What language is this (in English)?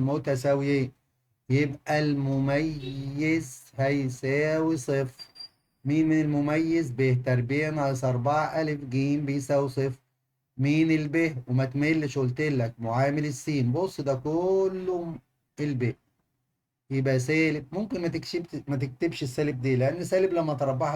Egyptian Arabic